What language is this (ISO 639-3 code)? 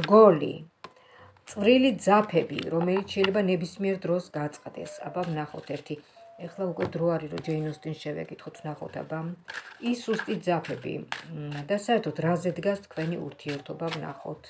kat